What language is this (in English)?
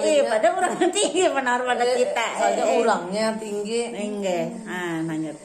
Banjar